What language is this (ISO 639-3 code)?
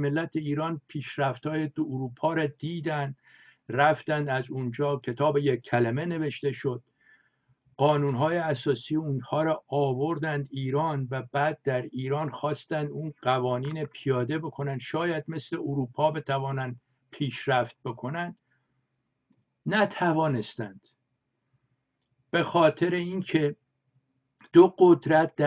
fas